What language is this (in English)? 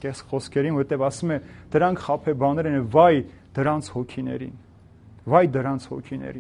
Armenian